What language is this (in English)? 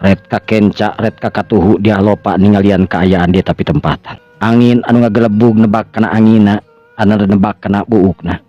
Sundanese